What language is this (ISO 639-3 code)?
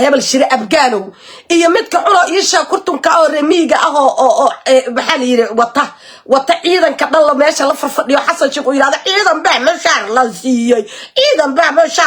som